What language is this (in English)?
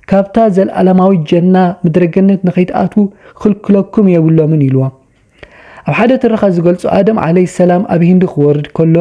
Tigrinya